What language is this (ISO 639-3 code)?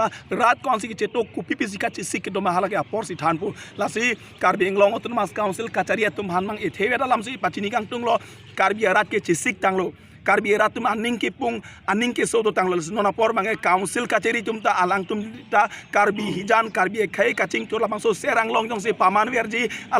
mjw